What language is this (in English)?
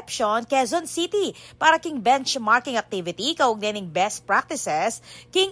Pampanga